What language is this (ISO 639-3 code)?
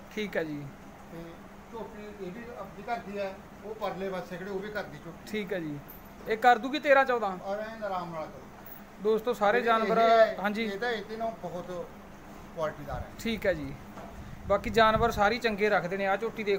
pan